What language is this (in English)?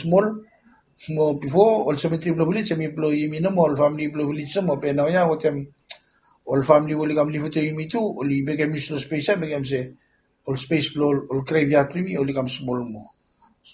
Bislama